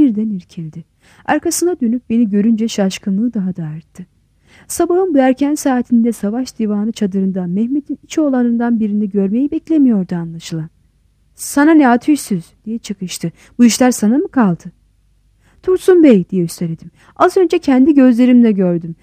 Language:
Turkish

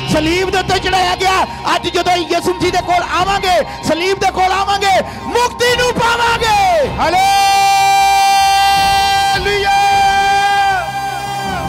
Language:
Punjabi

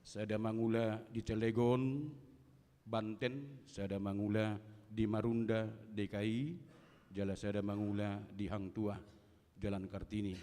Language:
Batak Toba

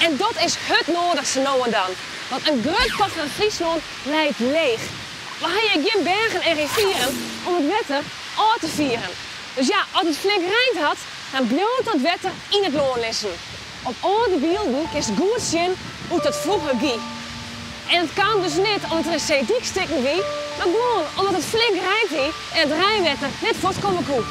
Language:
Western Frisian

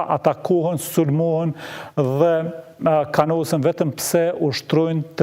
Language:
Albanian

